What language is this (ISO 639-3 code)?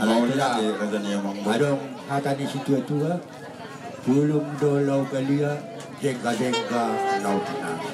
bbc